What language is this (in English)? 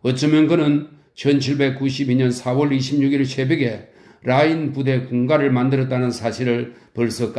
Korean